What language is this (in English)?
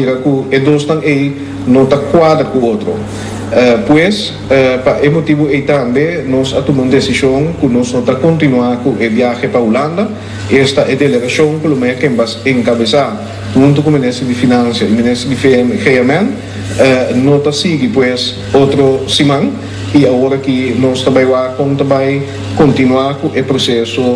Papiamento